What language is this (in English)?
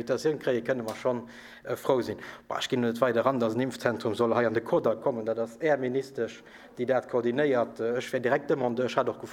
Luxembourgish